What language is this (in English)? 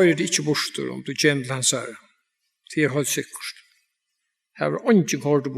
Faroese